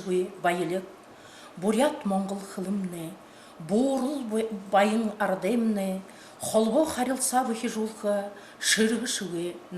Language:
Buriat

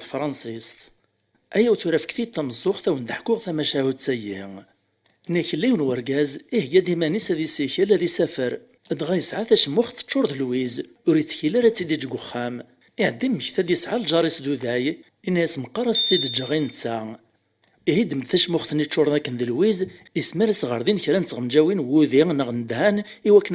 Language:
Kabyle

